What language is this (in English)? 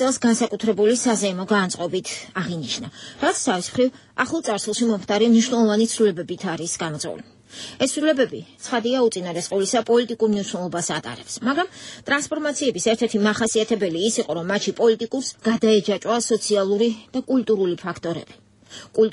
Georgian